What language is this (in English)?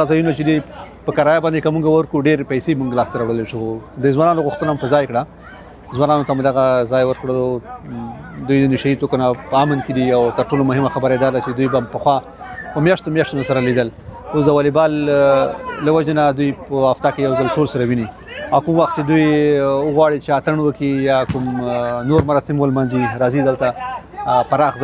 Pashto